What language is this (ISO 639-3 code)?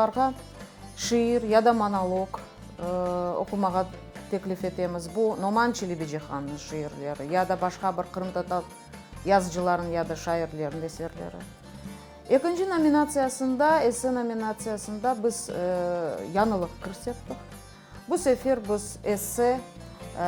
crh